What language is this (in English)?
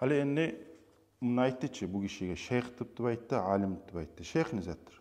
Kumyk